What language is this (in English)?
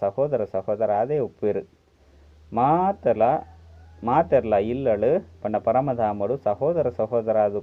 Tulu